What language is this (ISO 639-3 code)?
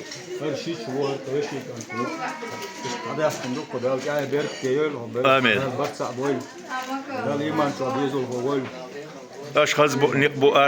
che